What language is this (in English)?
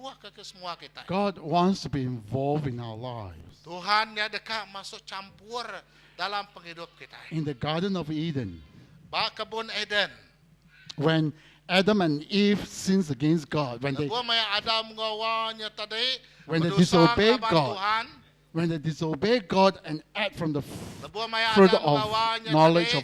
Iban